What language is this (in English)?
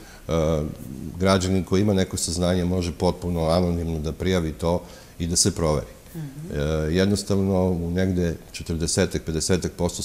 Serbian